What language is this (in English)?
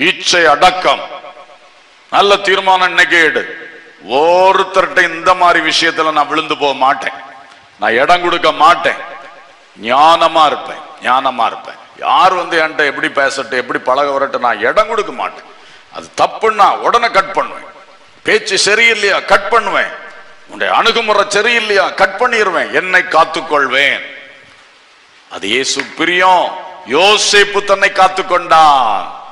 Tamil